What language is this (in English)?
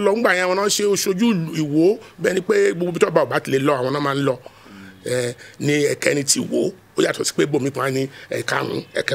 Yoruba